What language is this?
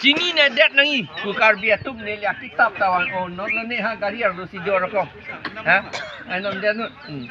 Karbi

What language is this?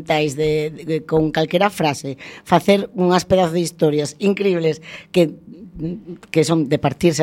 Galician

